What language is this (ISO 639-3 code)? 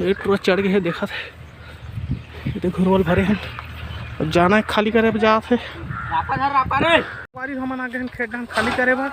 hne